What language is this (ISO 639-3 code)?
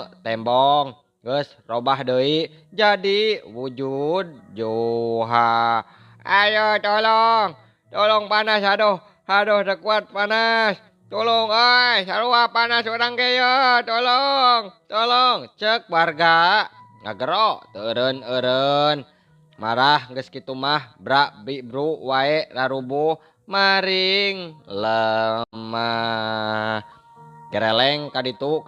sun